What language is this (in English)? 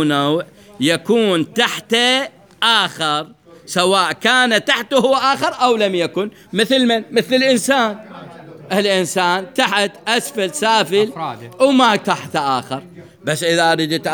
Mesopotamian Arabic